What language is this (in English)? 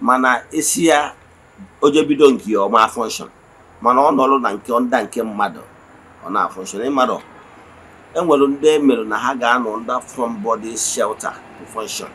Igbo